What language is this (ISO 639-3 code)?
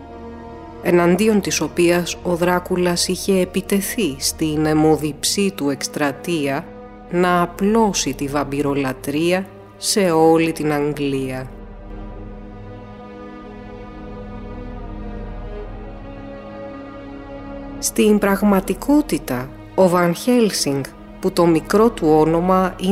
ell